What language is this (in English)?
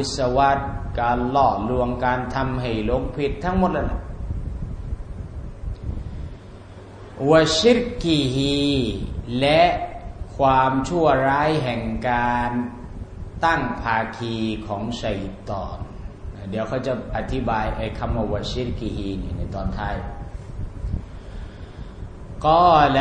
Thai